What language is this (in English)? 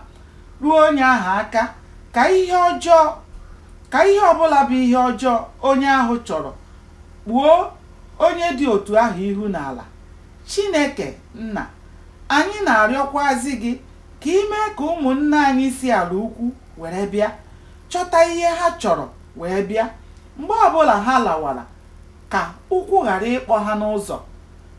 Igbo